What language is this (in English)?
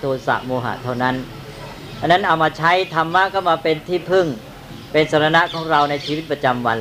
Thai